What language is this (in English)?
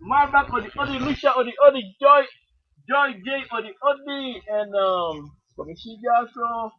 Sranan Tongo